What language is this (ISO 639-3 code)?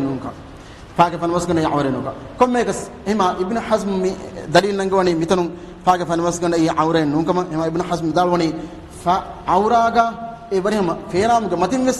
div